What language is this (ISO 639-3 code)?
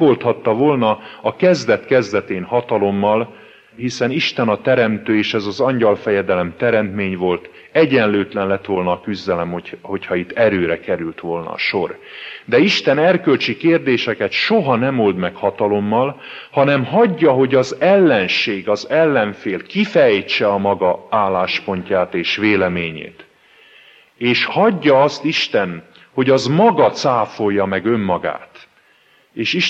hun